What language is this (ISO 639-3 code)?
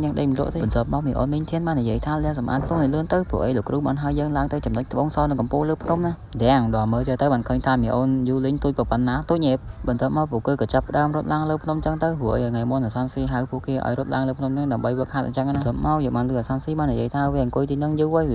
khm